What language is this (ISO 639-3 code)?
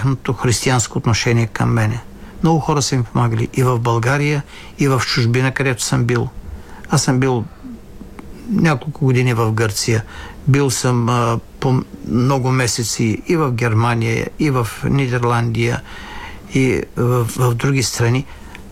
bul